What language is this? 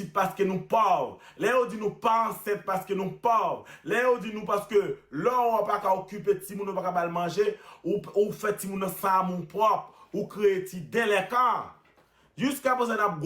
Haitian Creole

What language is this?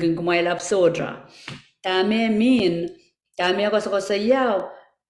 Pohnpeian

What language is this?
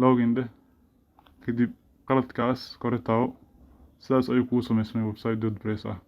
Somali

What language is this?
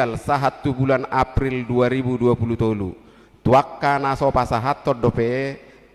Batak Toba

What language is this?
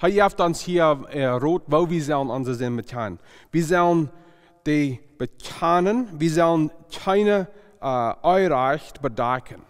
Plautdietsch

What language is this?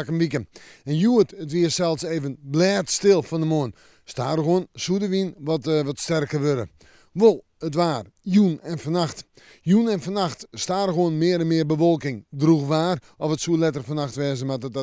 Western Frisian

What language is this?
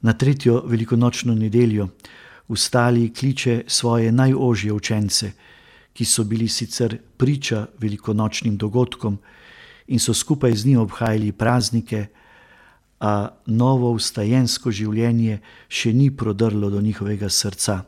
Slovenian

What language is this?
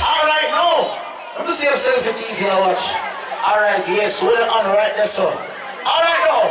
Jamaican Creole English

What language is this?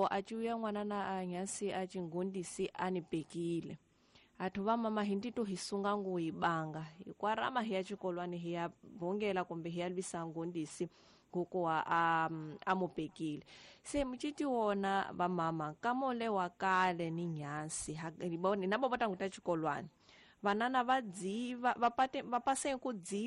Tsonga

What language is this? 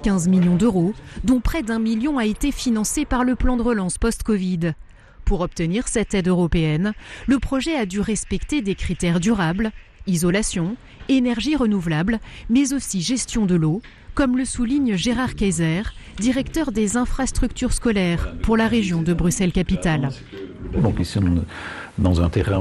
French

